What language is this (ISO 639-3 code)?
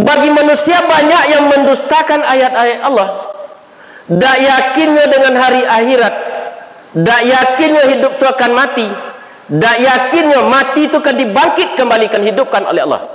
min